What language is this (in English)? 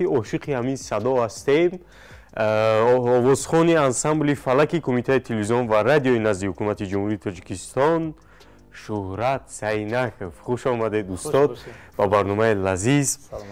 Tajik